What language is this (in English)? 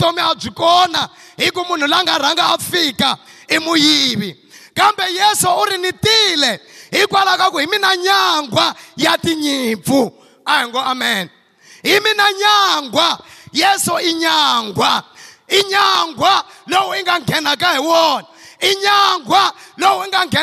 Tsonga